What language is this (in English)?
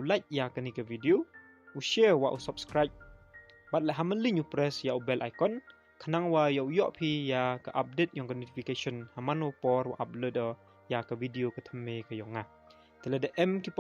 Pnar